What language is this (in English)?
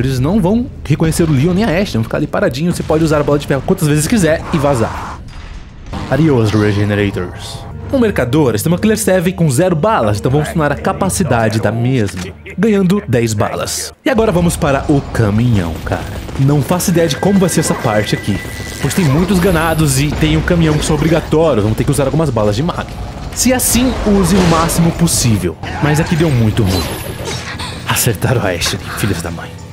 Portuguese